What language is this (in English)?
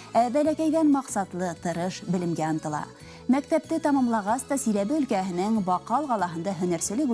Bashkir